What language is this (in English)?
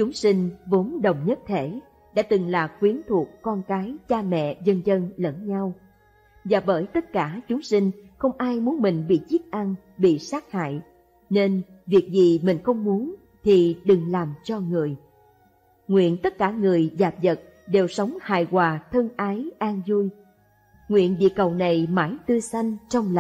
Vietnamese